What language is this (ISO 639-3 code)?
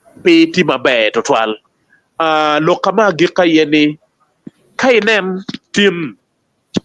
ach